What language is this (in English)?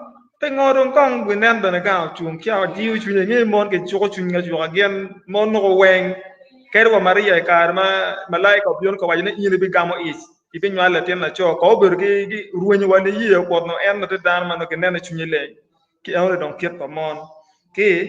Acoli